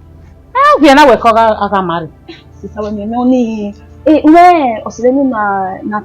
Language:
Bini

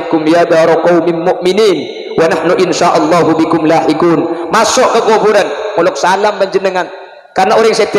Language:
Madurese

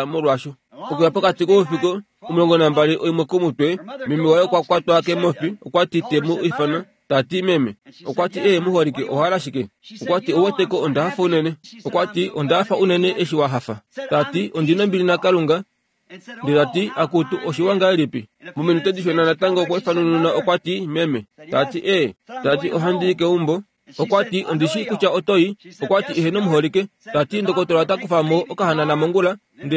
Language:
Kuanyama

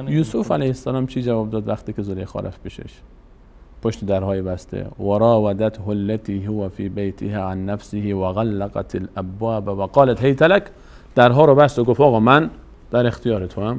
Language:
Persian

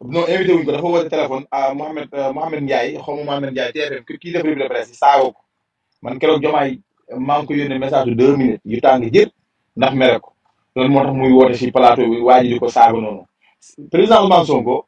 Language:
Wolof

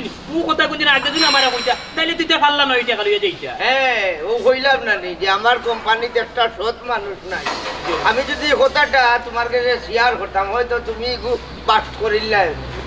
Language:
Sylheti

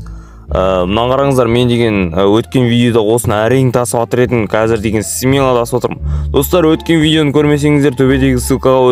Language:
Kazakh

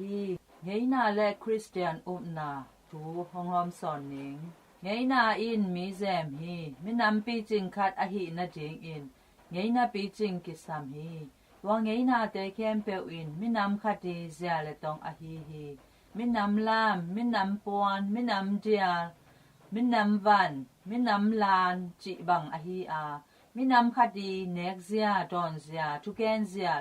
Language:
Tedim Chin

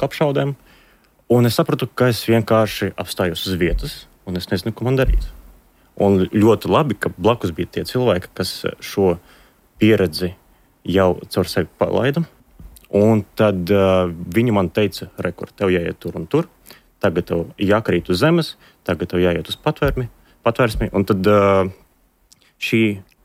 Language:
Latvian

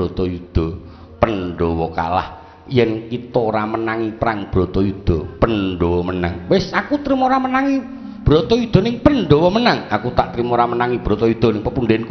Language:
Javanese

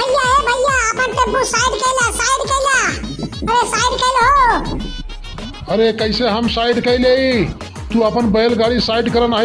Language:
Awadhi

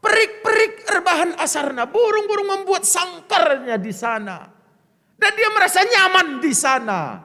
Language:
Batak Karo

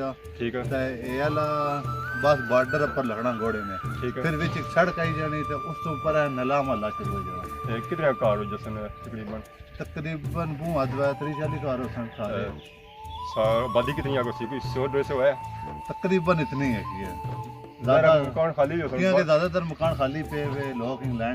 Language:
Pahari-Potwari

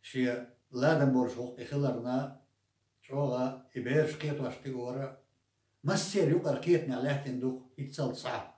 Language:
Chechen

